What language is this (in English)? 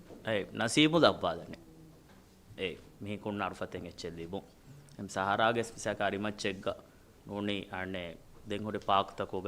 Divehi